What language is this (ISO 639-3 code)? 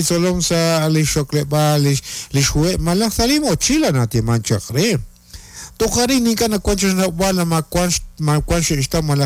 kek